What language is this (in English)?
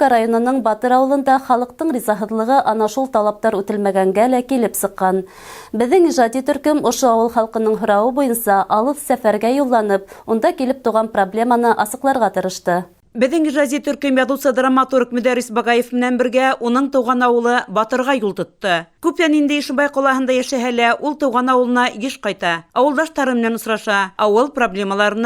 Bashkir